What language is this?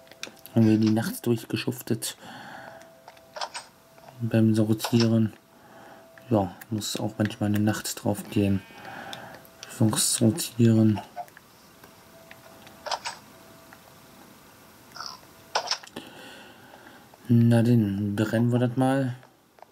German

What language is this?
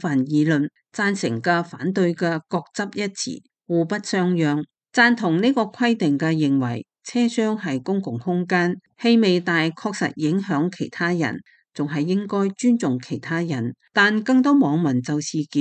Cantonese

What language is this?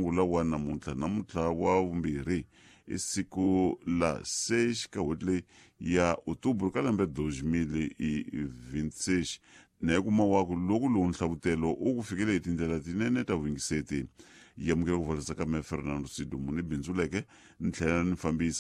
Tsonga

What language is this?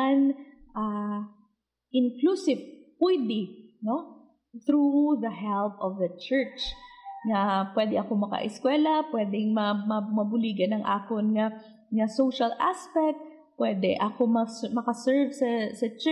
Hiligaynon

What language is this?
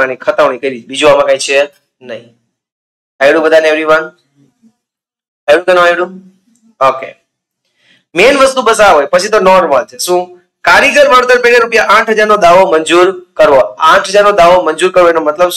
Gujarati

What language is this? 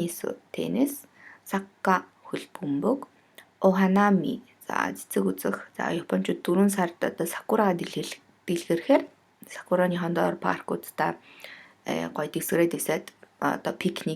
Mongolian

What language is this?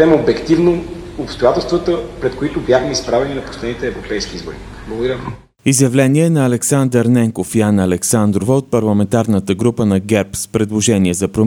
Bulgarian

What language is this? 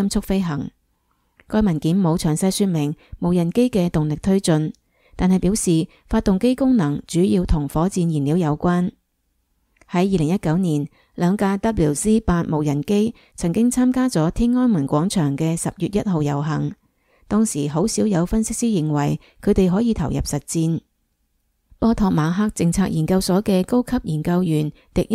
Cantonese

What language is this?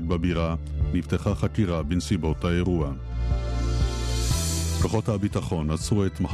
Hebrew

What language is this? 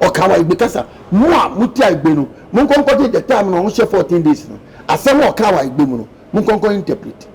Akan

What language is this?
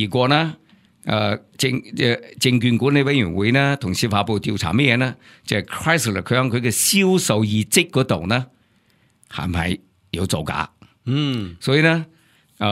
Cantonese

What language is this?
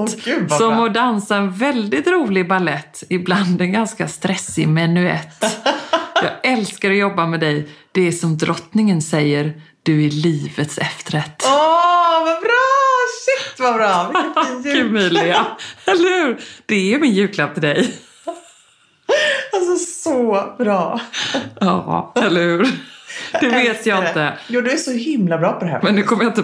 Swedish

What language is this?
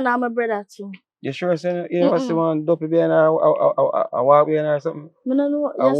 Jamaican Creole English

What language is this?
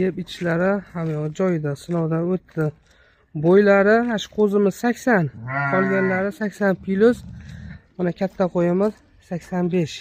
Uzbek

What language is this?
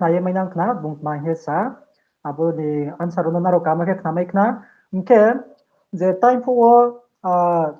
Riang (India)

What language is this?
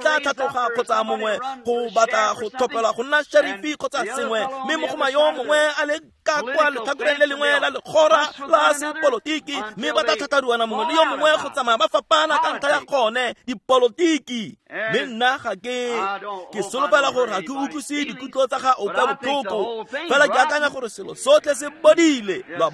Tswana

